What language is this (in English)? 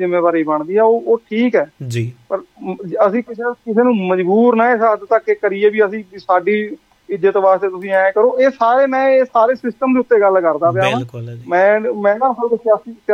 Punjabi